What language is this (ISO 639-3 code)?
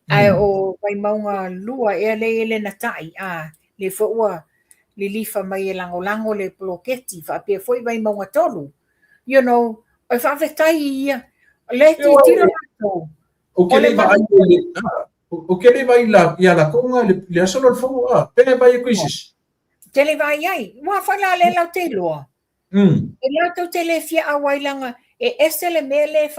smo